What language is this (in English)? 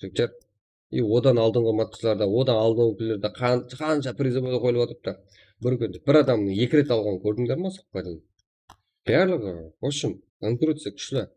Kara-Kalpak